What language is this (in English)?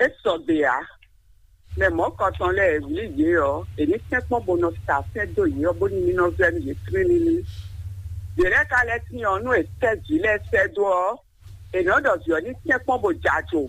Fon